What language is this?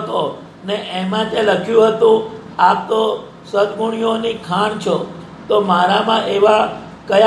Gujarati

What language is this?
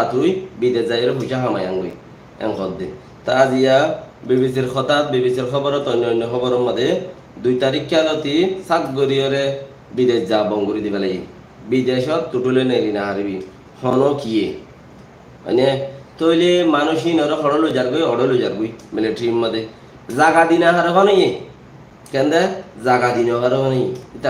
Rohingya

